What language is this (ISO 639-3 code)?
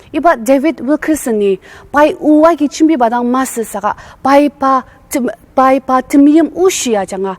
njo